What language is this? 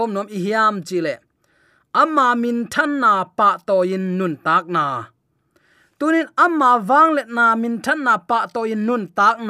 Tedim Chin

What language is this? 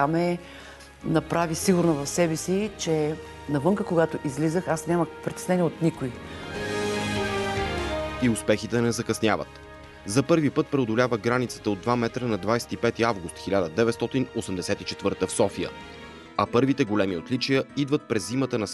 Bulgarian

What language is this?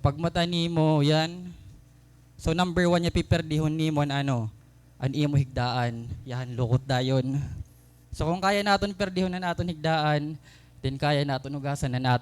Waray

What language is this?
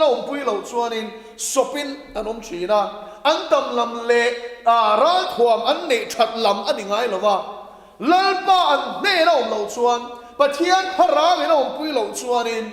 Mizo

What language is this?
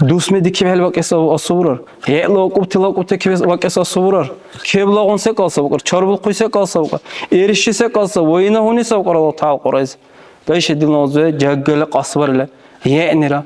Dargwa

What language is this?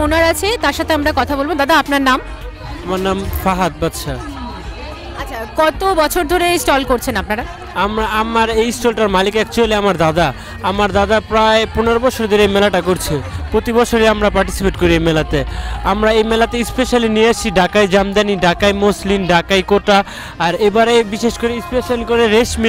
Bangla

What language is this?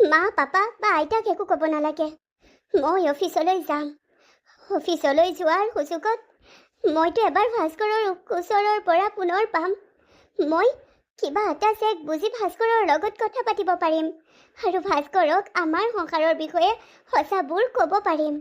Assamese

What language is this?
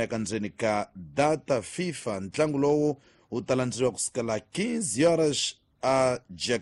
Tsonga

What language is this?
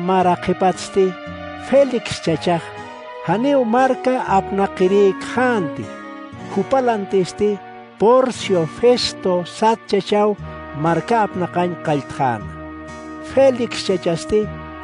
Aymara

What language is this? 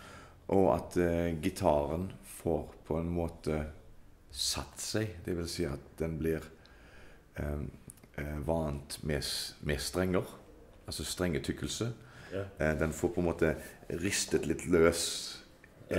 Norwegian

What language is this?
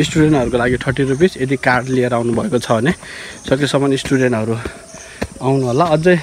Nepali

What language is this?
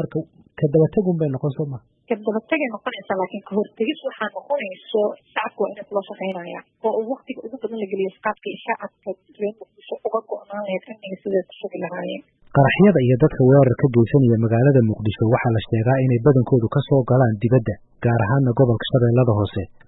Somali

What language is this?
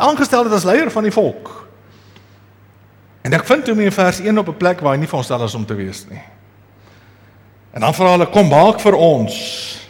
Afrikaans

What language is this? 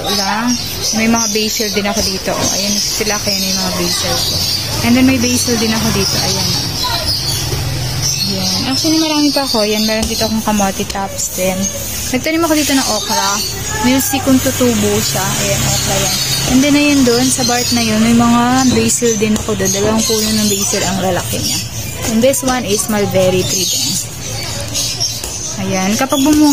Filipino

